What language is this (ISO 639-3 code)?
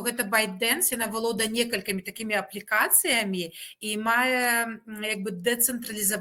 bel